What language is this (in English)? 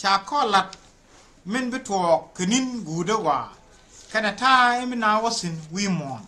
Nuer